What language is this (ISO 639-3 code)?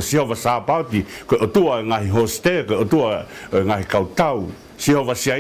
ton